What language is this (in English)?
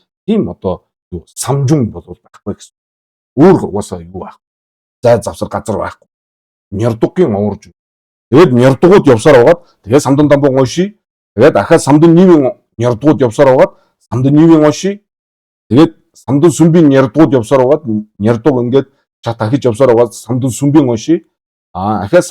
Mongolian